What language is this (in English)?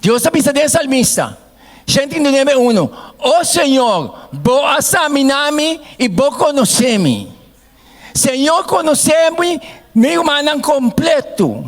Papiamento